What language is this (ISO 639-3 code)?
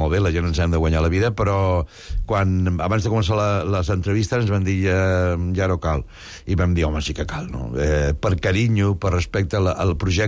cat